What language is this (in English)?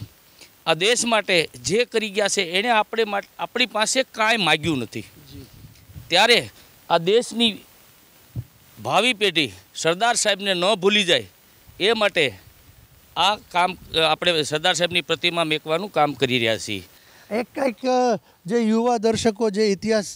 Gujarati